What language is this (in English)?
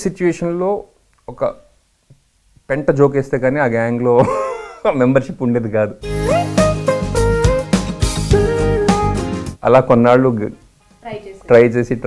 Telugu